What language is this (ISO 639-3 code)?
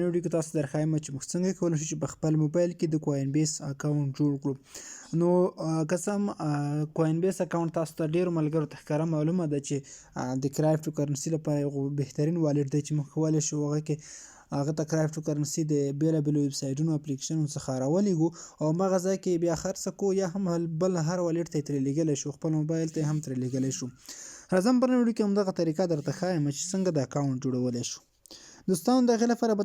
pus